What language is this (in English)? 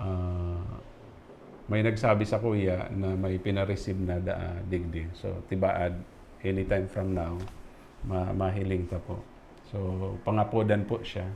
Bikol